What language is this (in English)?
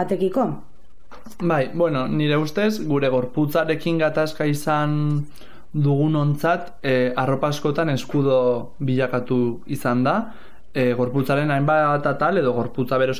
Basque